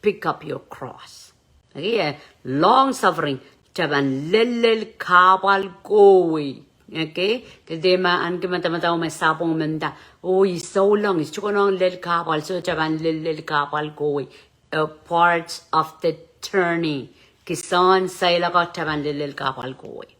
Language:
Pohnpeian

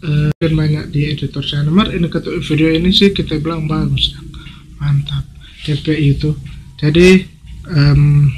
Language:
Manado Malay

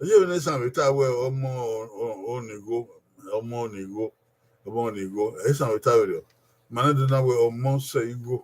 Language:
Bini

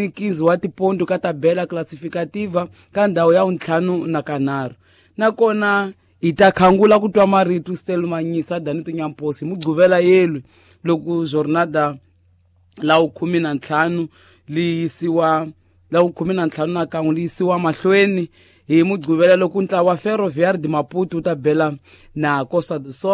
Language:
Tsonga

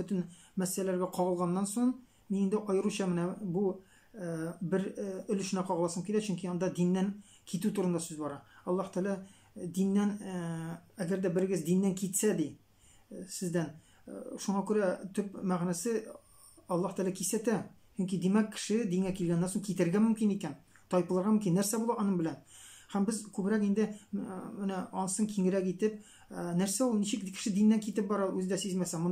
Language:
Tatar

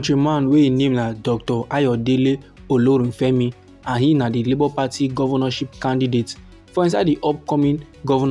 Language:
Nigerian Pidgin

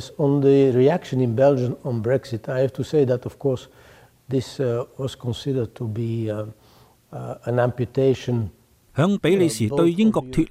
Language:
Cantonese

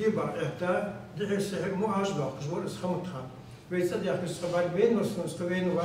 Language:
Ingush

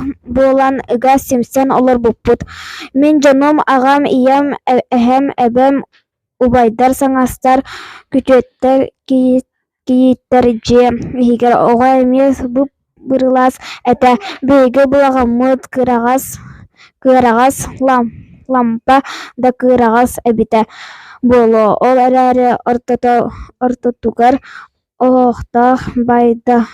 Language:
Yakut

